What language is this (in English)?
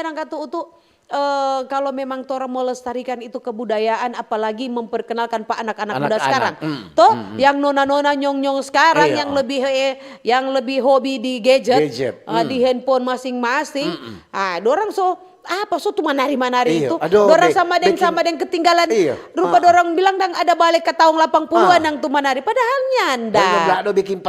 Manado Malay